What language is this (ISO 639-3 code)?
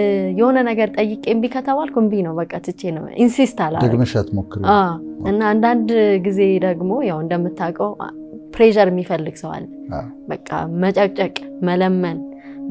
amh